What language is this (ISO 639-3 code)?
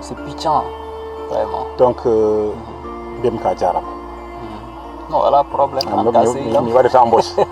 ful